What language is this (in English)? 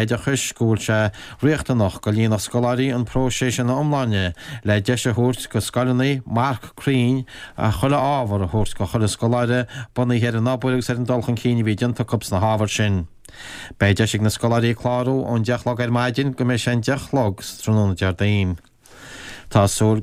Irish